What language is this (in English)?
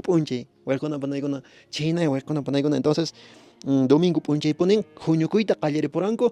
Quechua